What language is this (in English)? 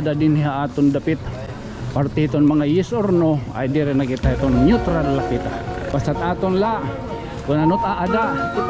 Waray